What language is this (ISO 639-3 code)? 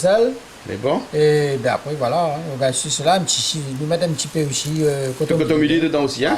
rcf